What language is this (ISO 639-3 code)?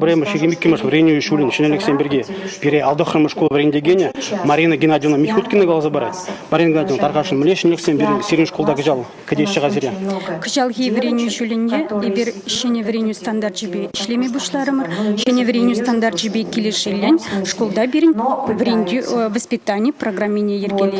chv